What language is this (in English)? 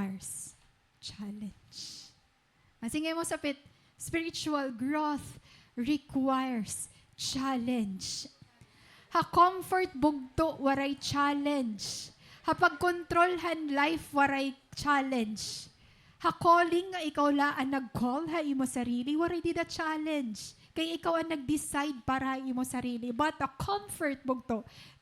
Waray